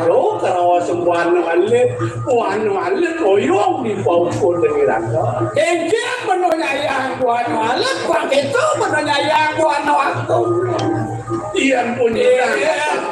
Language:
Balinese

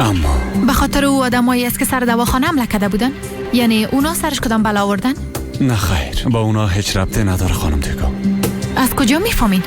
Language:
Persian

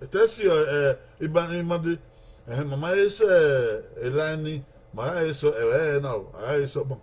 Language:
Bini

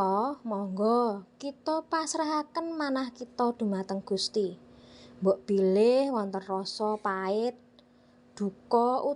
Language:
Javanese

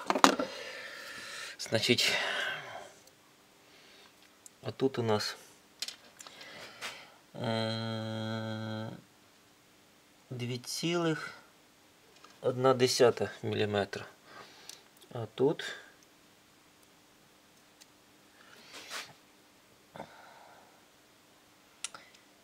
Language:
Ukrainian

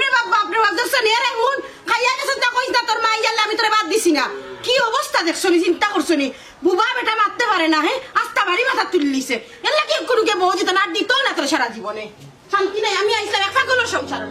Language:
Sylheti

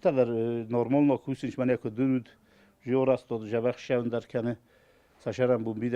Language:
Ossetic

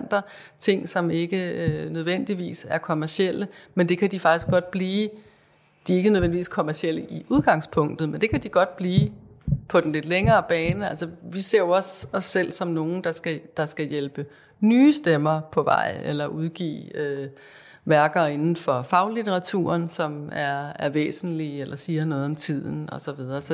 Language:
Danish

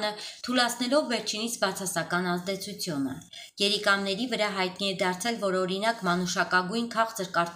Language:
Armenian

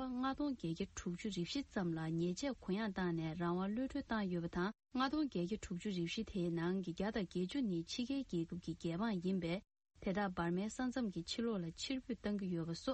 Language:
Tibetan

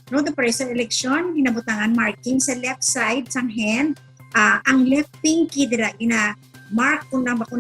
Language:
Hiligaynon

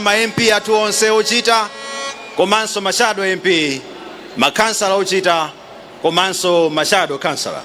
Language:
Nyanja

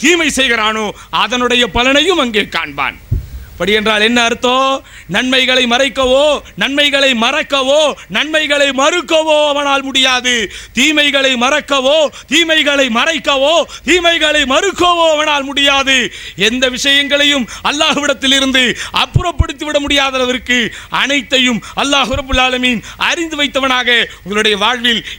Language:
Tamil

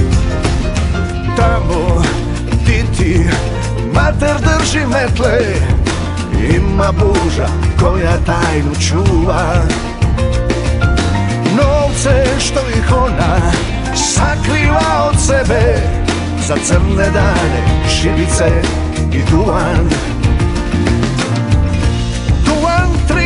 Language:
Croatian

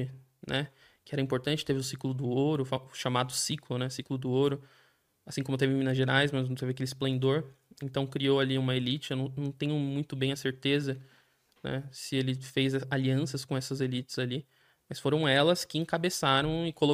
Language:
Portuguese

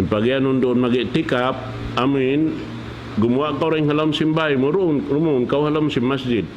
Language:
Tausug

